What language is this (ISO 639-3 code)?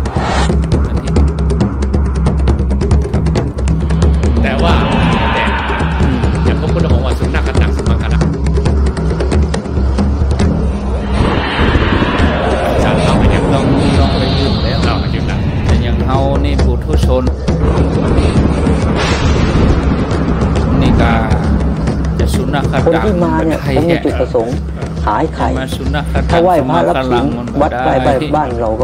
tha